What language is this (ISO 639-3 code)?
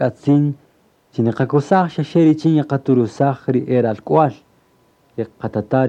cak